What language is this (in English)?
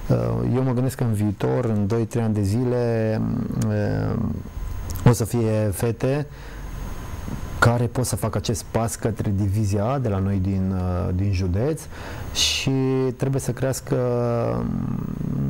Romanian